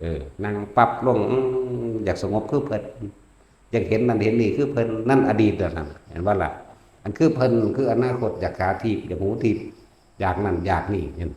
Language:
Northeastern Thai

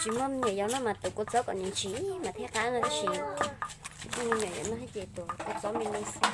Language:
Hmong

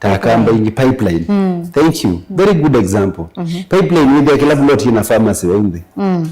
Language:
Kamba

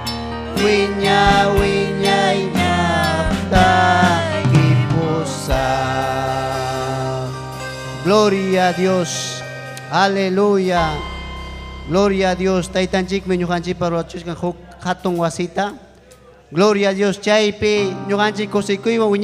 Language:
Ayacucho Quechua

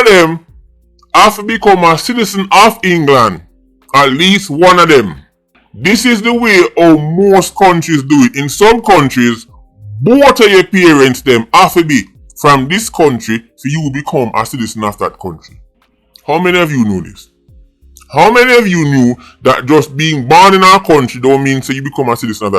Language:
Jamaican Creole English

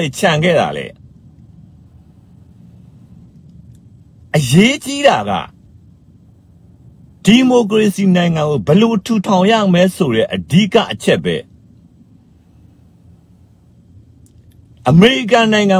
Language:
Burmese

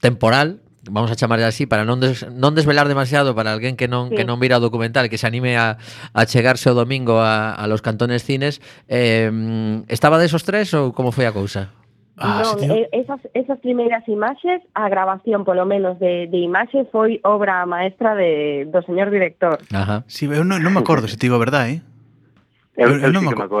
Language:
Galician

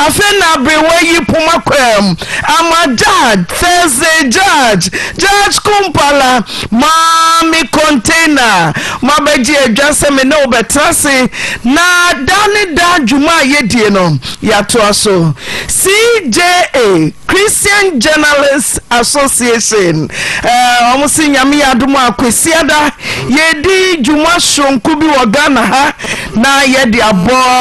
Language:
Akan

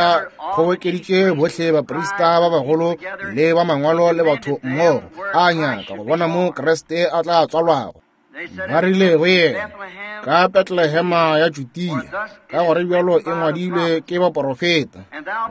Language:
Northern Sotho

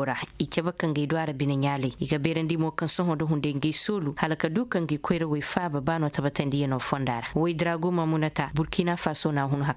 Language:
Koyraboro Senni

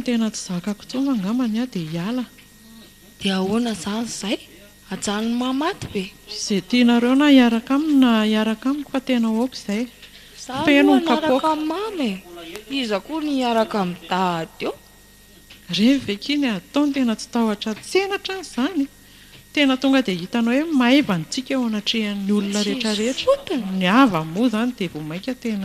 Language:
Malagasy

